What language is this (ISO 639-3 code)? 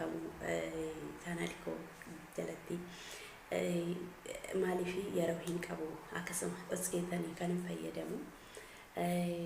orm